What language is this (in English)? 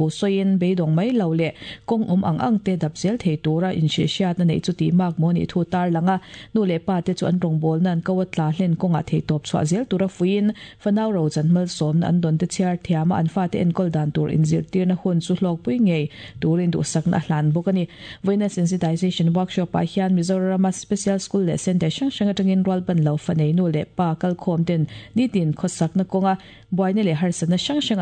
Mizo